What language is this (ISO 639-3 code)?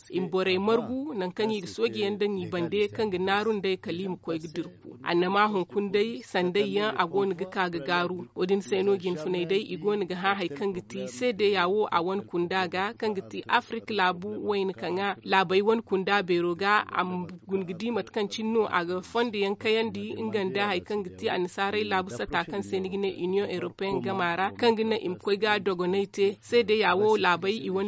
dje